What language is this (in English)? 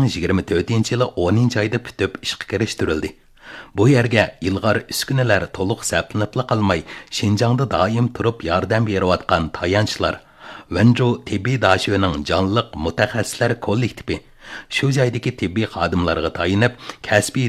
Uyghur